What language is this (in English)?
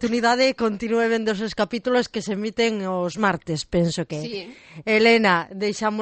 Galician